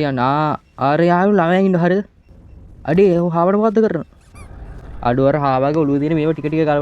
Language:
Sinhala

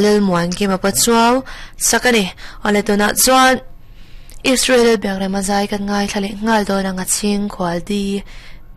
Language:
Mizo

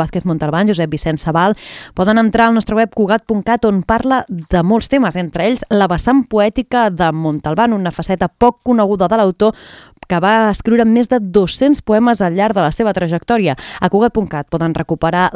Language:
Catalan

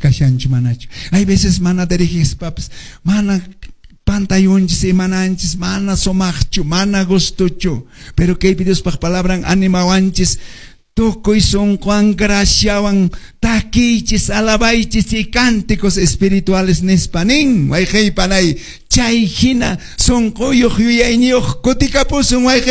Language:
Quechua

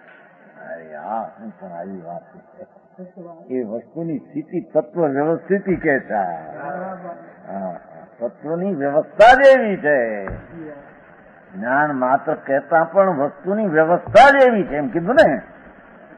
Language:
Gujarati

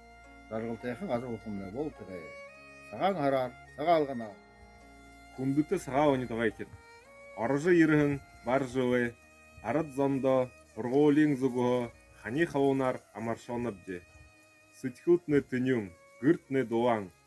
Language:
Buriat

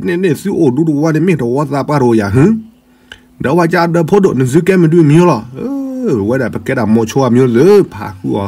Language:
S'gaw Karen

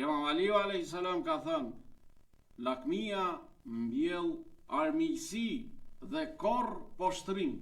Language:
Albanian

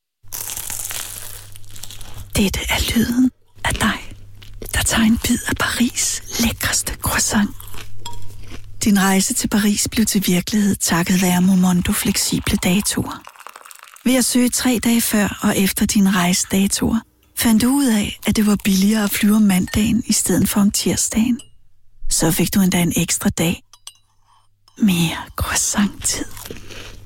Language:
Danish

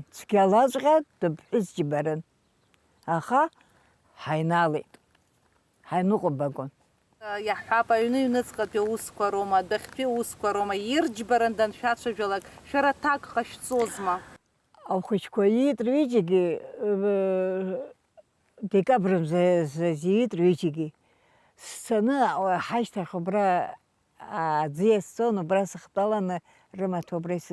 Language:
Abkhazian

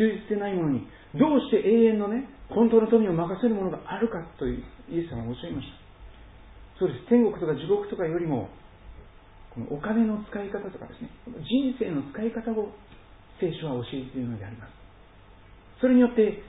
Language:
Japanese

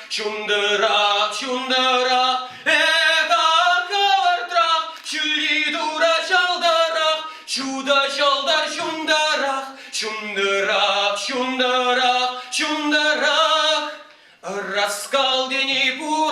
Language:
Chuvash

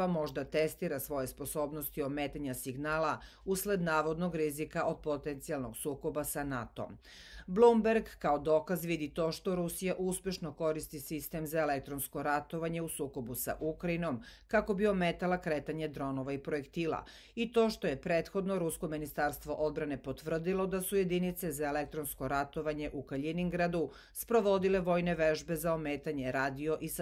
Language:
Serbian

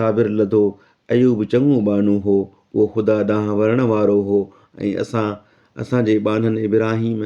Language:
Sindhi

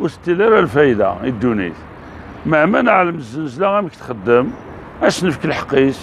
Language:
Kabyle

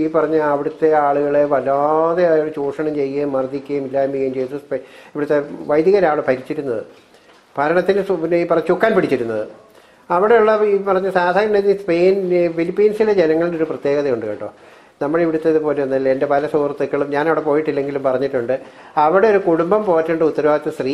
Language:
Malayalam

